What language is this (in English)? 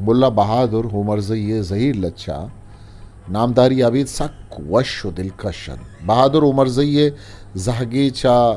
Eastern Balochi